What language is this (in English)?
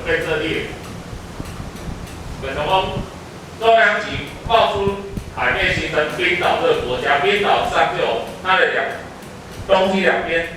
Min Nan Chinese